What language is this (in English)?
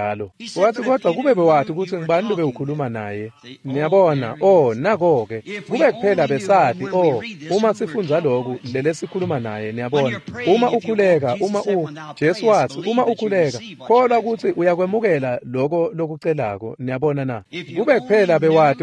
Swati